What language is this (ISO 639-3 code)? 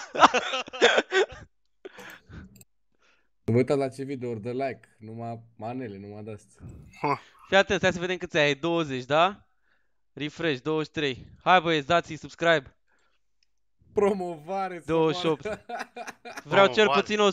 ron